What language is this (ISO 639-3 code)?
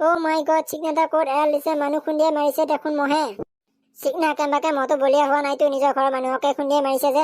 asm